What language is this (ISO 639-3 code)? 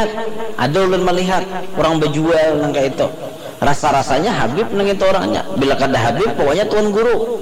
bjn